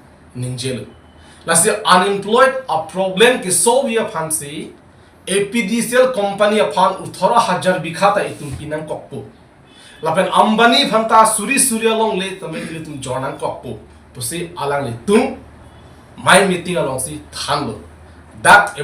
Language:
Karbi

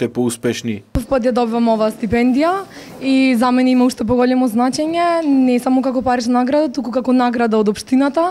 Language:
Macedonian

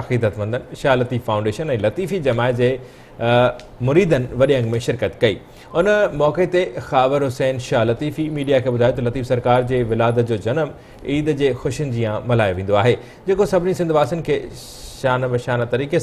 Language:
Sindhi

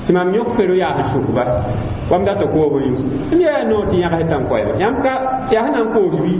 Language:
Mossi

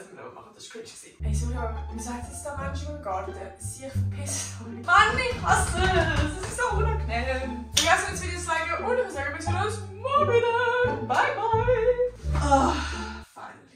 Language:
Swiss German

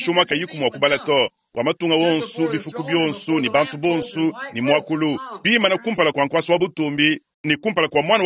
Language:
Luba-Lulua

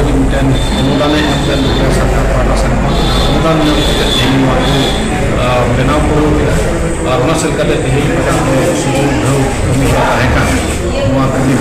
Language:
Santali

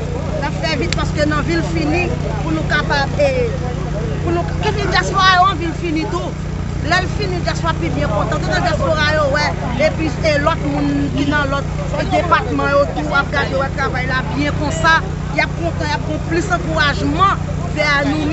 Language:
Haitian Creole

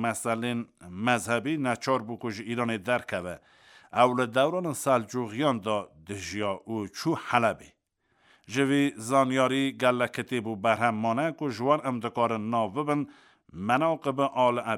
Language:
Kurdish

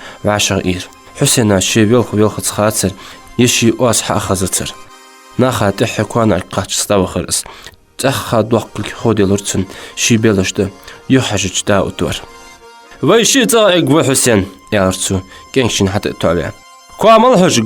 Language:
Ingush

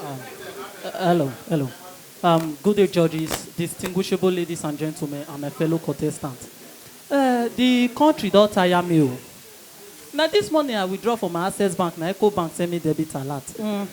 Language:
Nigerian Pidgin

